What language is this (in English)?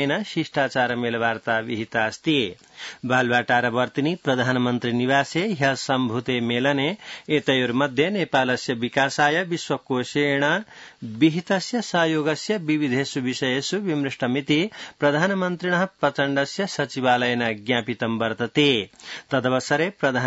Sanskrit